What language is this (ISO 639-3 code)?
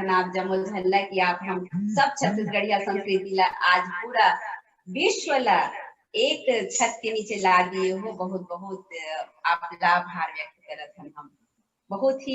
hne